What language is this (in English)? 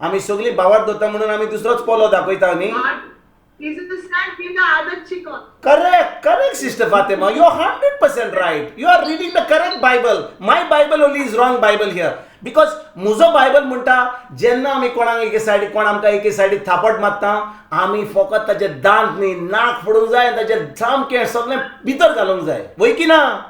Konkani